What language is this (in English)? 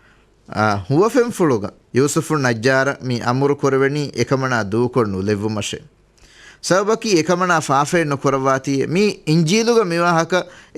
Divehi